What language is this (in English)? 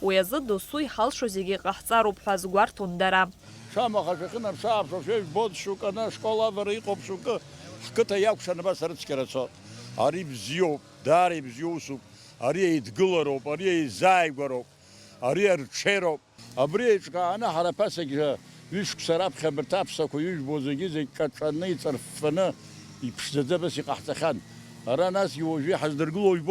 Abkhazian